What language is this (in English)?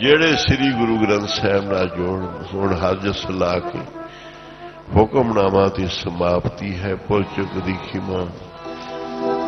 Punjabi